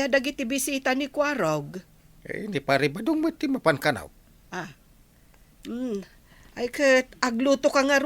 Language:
Iloko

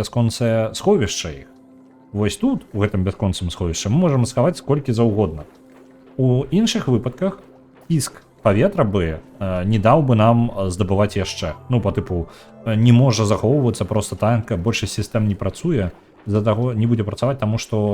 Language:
Belarusian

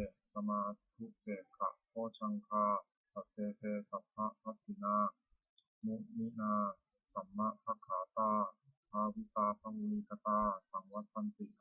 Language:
Pali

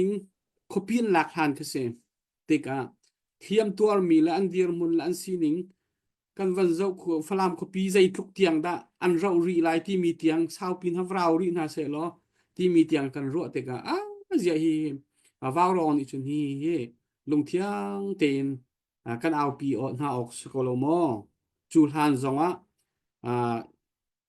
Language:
Hakha Chin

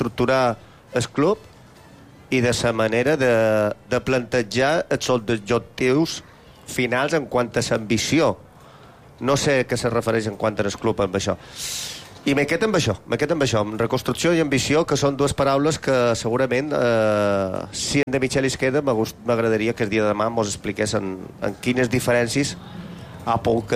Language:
Catalan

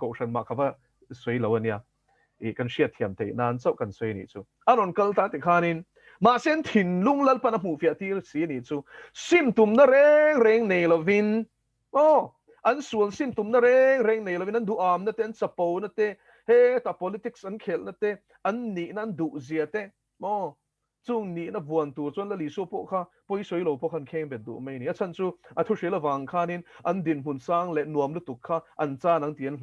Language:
Mizo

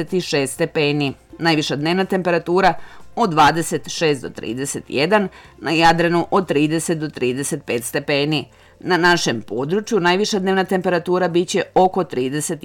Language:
Serbian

